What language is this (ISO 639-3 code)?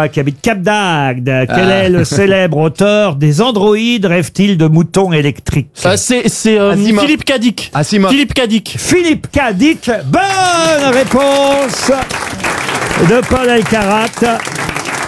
fra